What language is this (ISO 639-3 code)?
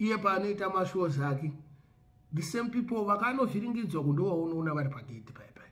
sna